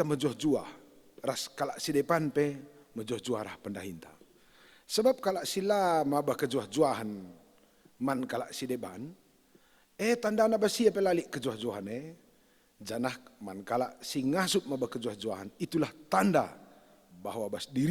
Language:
Batak Karo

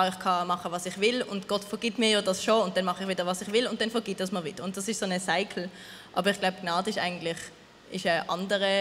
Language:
Swiss German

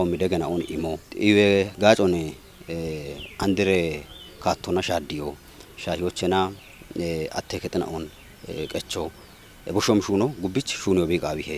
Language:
Kafa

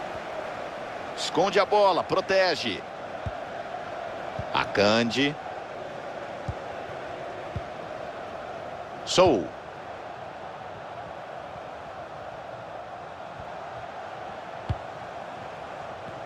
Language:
Portuguese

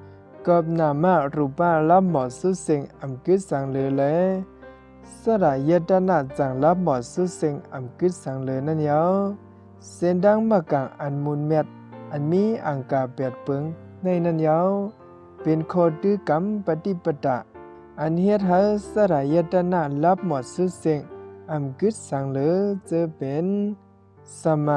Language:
Shan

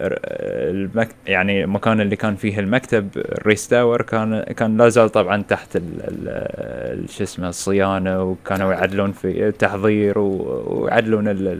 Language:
Gulf Arabic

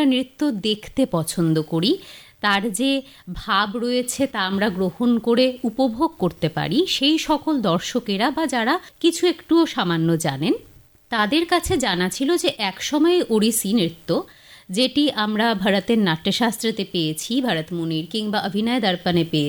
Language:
Bangla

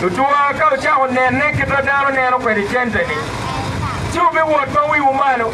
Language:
Acoli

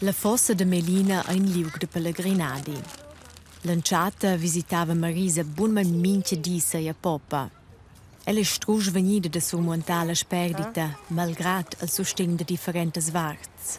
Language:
Romansh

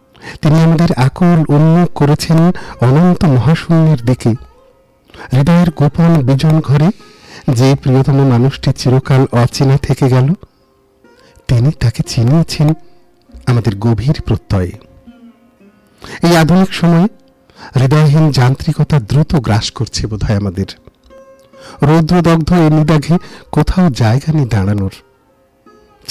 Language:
Bangla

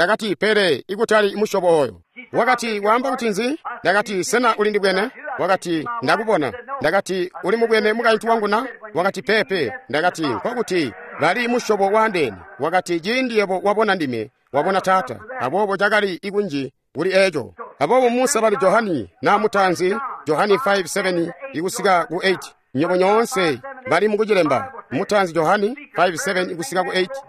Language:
Tonga (Zambia)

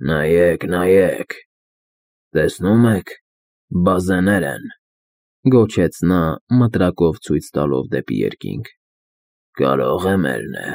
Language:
Armenian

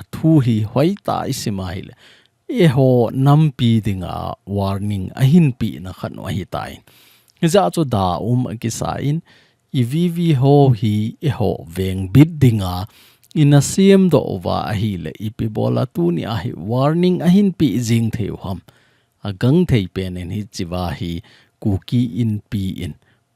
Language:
Thado Chin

